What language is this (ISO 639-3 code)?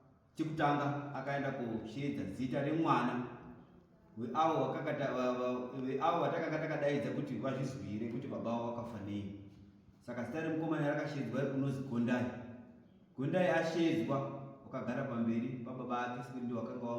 sna